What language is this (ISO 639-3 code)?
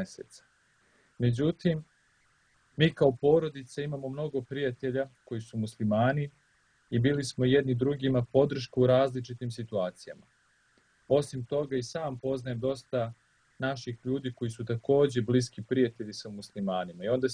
srp